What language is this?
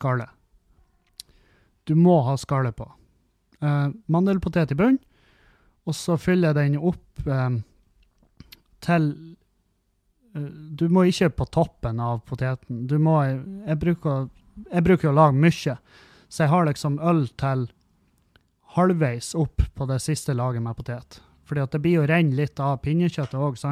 Norwegian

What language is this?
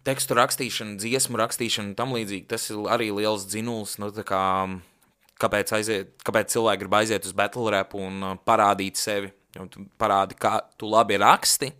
Latvian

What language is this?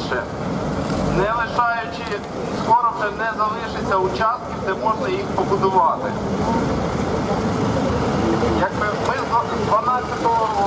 Ukrainian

